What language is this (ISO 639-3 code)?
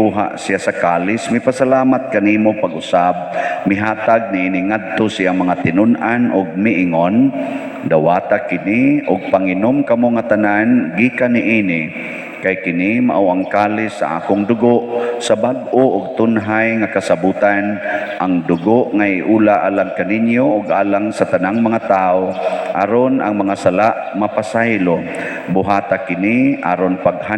ceb